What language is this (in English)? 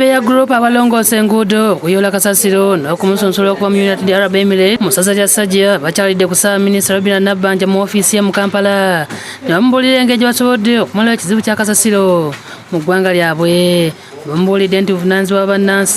Ganda